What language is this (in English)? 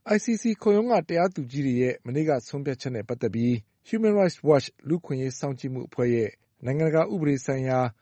Burmese